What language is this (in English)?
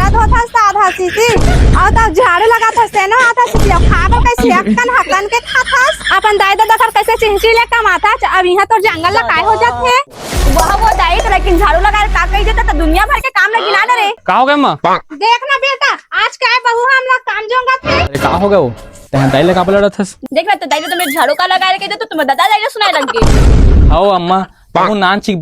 Chhattisgarhi